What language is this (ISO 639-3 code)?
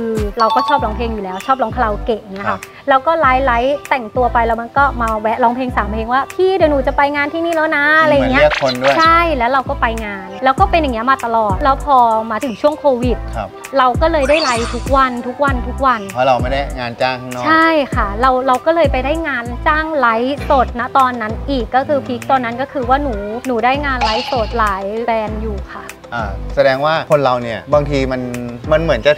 tha